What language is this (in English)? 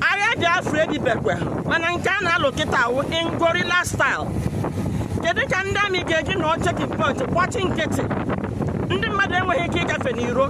Igbo